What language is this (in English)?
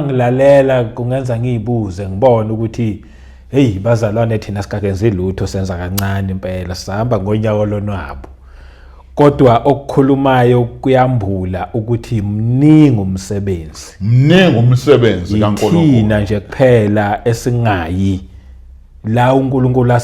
Zulu